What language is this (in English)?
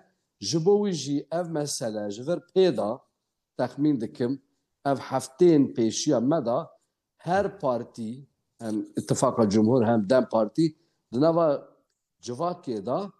Kurdish